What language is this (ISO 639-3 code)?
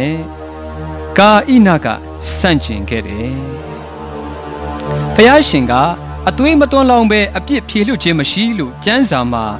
mya